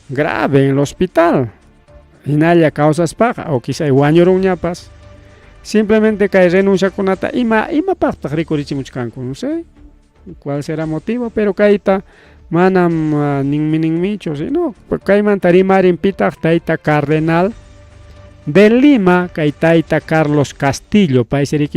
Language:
Ayacucho Quechua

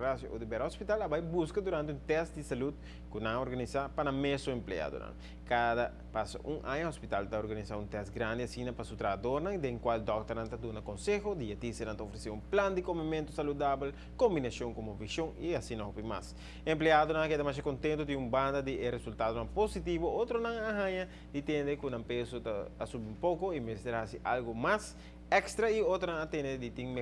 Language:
Papiamento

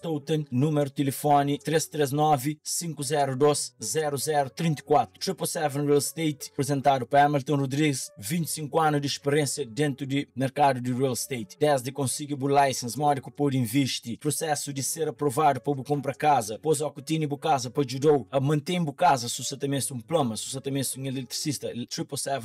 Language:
Kabuverdianu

